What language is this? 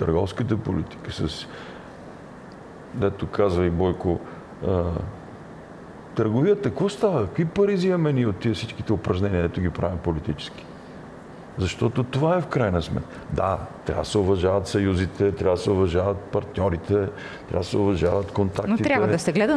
Bulgarian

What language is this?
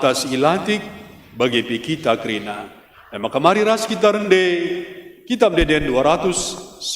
Batak Karo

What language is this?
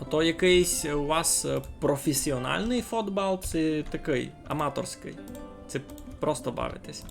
Rusyn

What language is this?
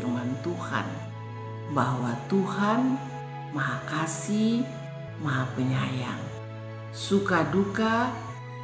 Kupang Malay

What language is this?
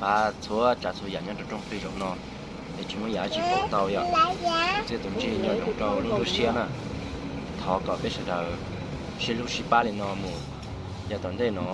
Hmong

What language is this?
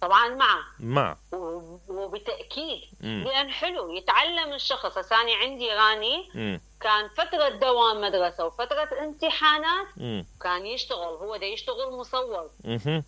Mesopotamian Arabic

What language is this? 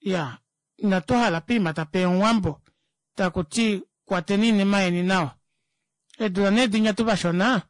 Kuanyama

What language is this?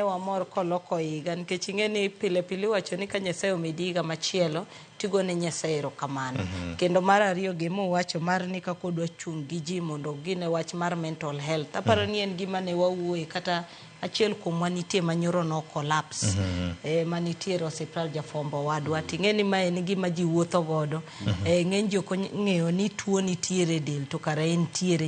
Luo (Kenya and Tanzania)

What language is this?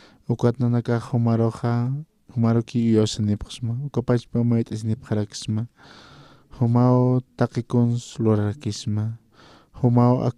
Aymara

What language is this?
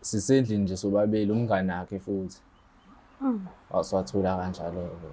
Zulu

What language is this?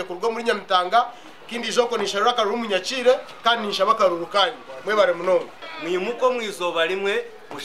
Nyankole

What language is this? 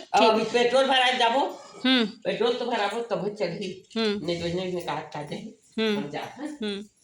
Chhattisgarhi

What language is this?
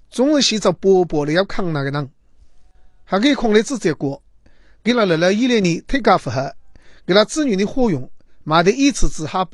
Chinese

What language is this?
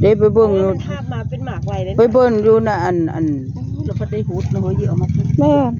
Northeastern Thai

